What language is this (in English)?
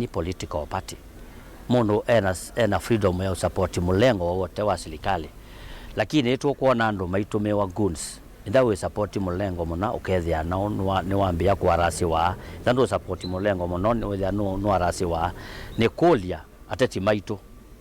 Kamba